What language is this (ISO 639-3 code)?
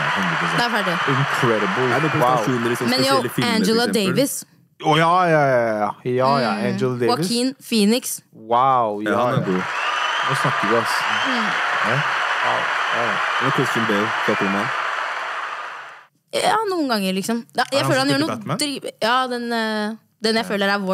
nor